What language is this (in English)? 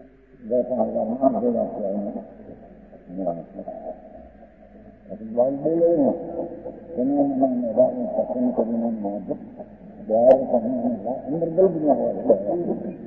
Gujarati